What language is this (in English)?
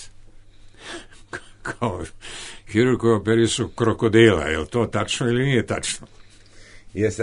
Serbian